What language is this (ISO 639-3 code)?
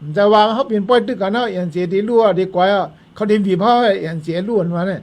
shn